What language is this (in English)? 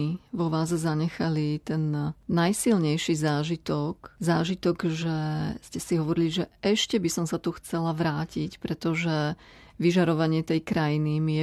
Slovak